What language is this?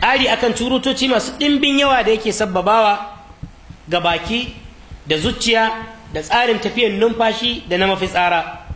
Hausa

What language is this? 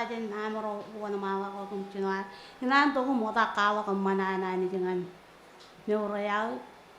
Marshallese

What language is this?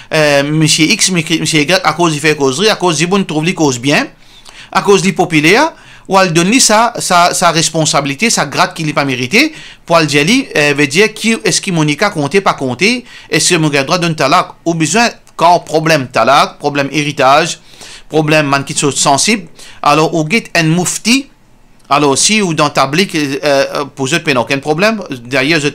Morisyen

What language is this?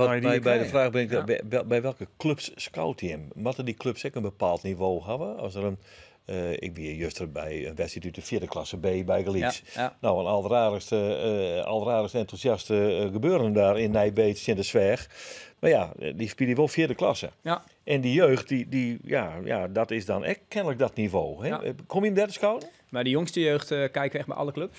Western Frisian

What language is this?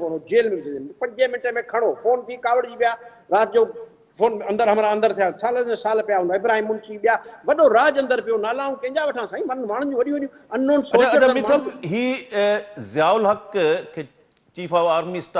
Sindhi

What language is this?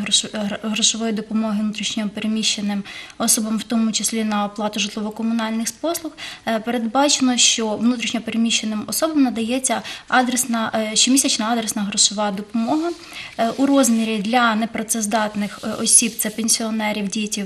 Ukrainian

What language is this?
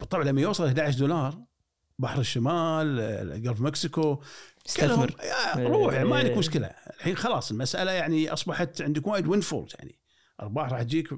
Gulf Arabic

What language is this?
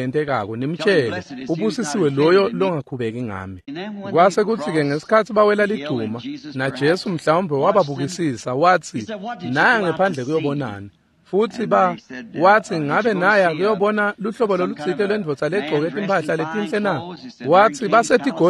Swati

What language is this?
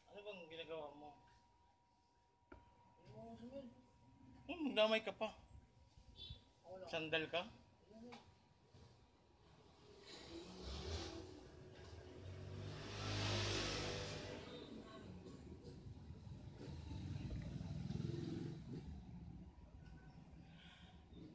Filipino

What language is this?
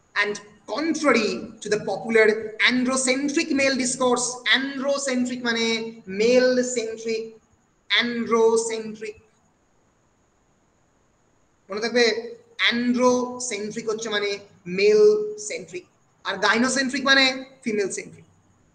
Bangla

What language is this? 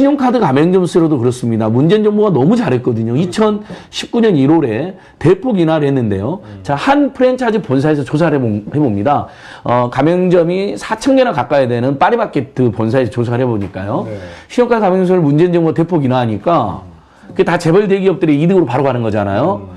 Korean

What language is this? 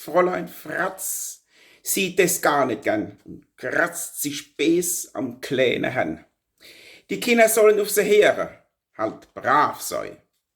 Palatine German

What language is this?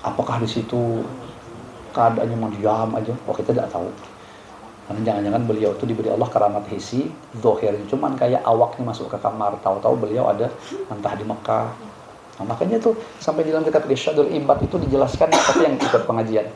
Banjar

